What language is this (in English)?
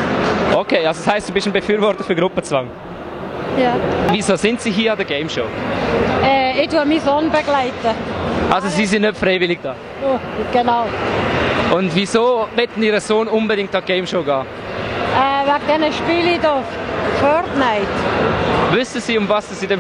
Swiss German